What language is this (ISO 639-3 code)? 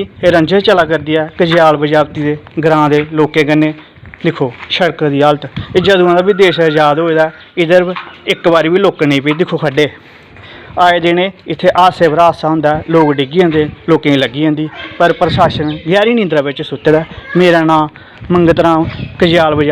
doi